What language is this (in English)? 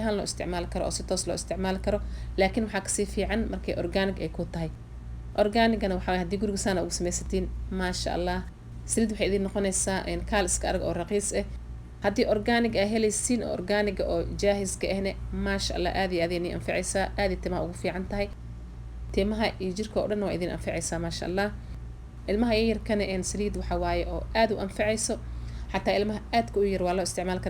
Somali